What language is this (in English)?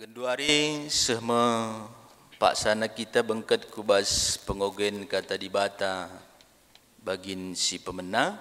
Batak Karo